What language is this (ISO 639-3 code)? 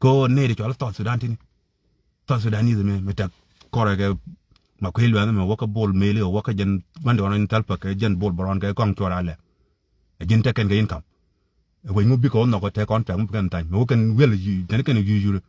nus